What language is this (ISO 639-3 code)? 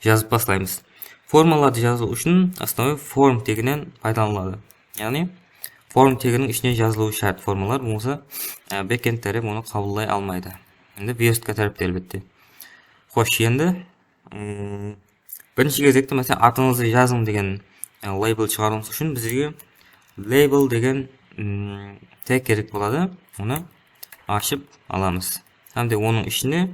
kaa